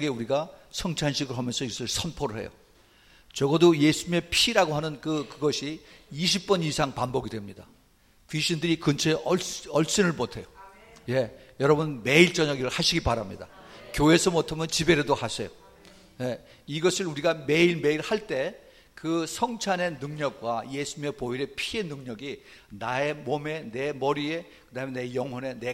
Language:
Korean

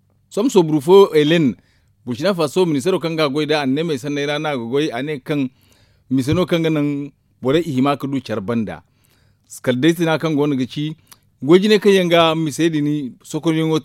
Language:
Zarma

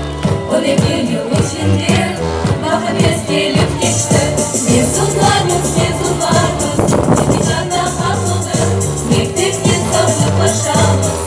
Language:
Crimean Tatar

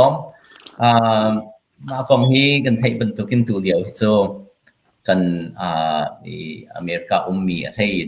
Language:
Hakha Chin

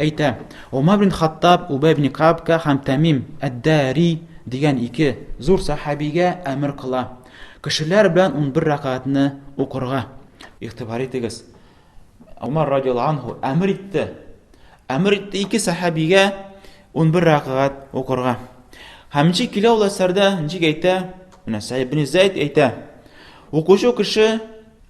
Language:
Tatar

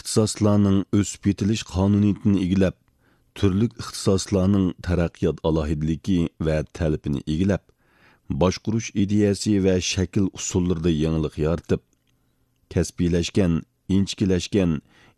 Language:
Uyghur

